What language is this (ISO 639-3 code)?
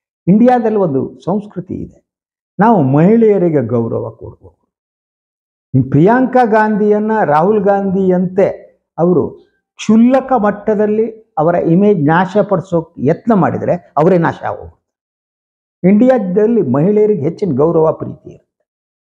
kan